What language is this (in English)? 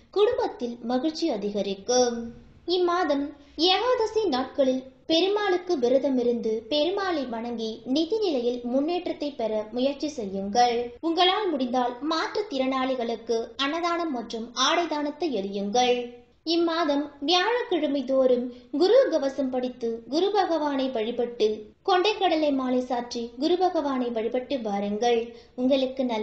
Tamil